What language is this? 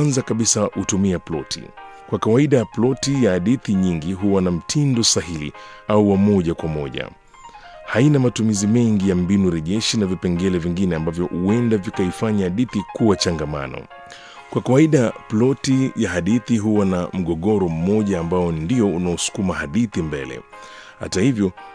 Swahili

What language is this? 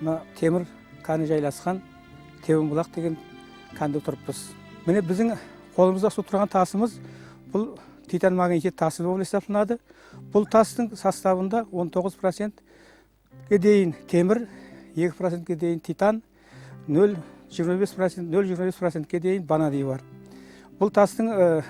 Kara-Kalpak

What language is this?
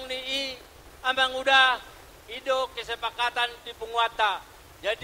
Batak Toba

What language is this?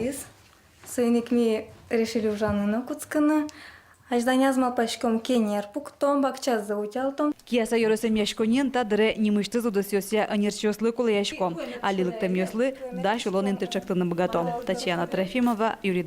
Udmurt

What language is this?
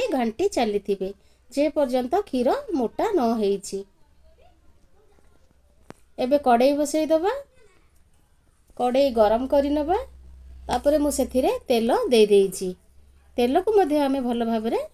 Odia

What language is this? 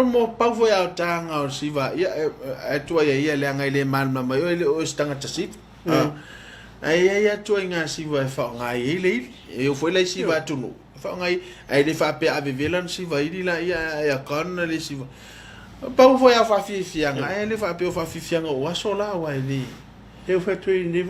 Samoan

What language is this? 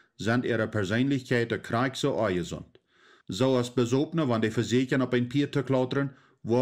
Plautdietsch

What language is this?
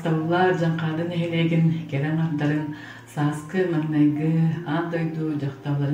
Yakut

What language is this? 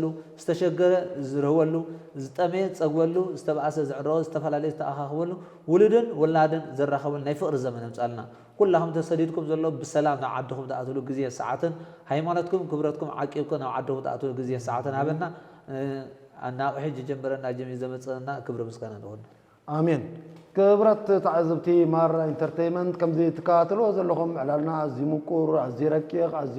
Tigrinya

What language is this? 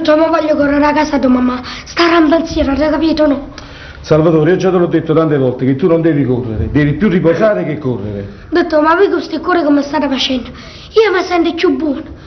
Neapolitan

